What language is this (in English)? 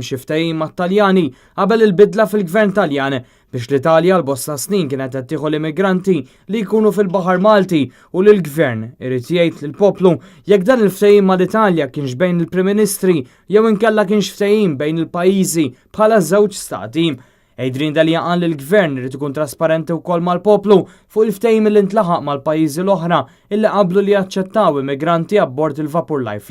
Maltese